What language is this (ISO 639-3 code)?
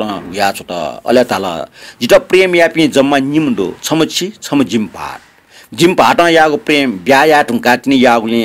new